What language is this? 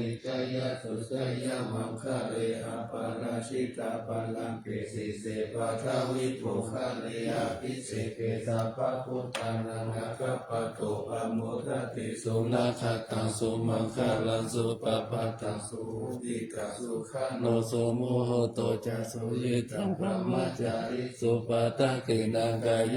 Pali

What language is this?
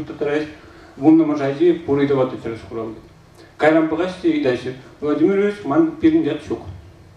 Chuvash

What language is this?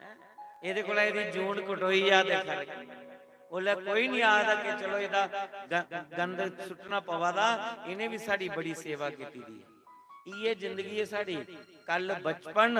Dogri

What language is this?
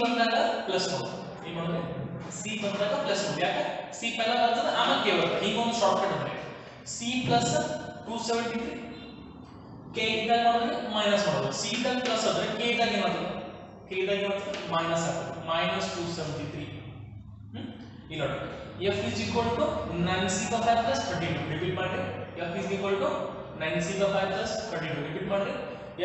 Kannada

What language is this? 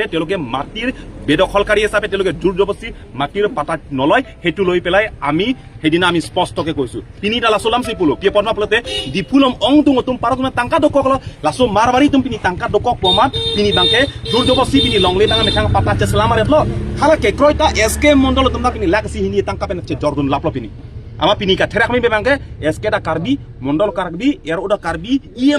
Karbi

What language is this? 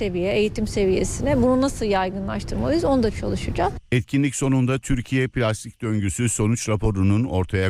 Turkish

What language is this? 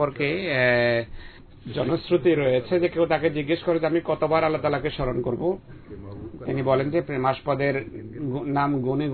Bangla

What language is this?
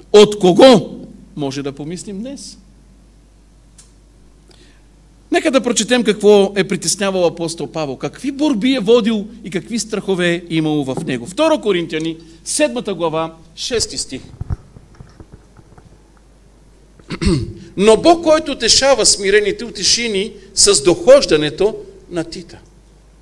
Bulgarian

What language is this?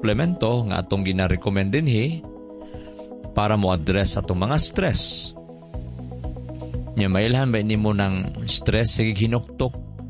Cebuano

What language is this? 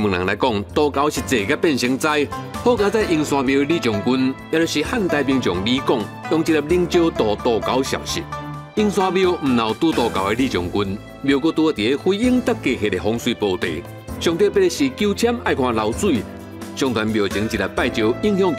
Min Nan Chinese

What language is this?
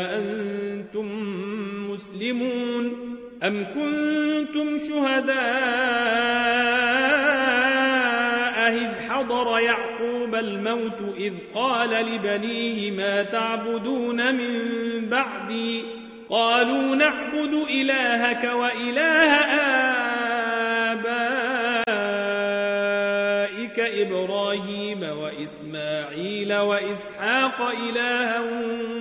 Arabic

